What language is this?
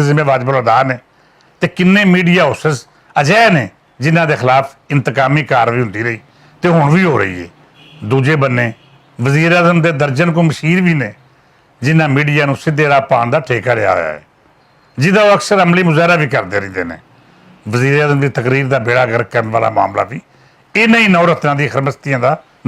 Western Panjabi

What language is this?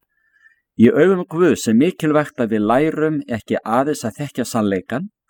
Icelandic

